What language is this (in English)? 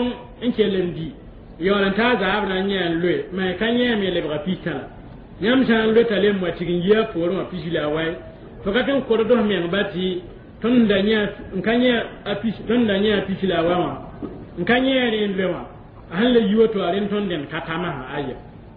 Mossi